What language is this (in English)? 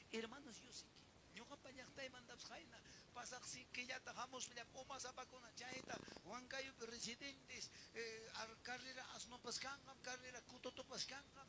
Ayacucho Quechua